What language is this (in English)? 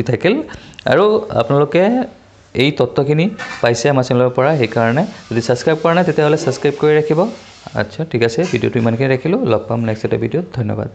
Assamese